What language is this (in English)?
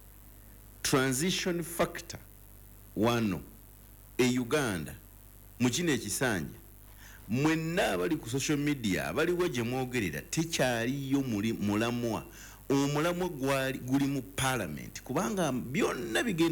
Ganda